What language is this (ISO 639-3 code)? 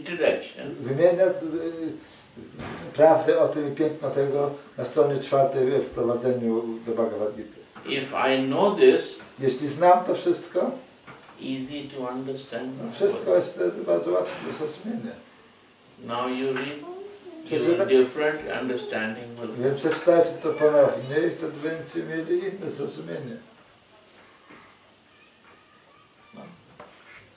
pol